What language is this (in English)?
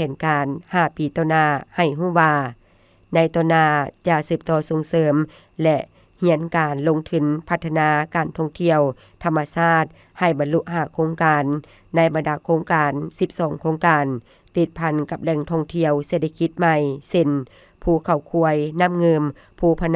Lao